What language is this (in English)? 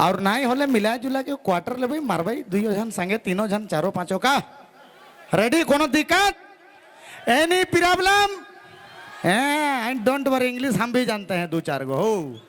Sadri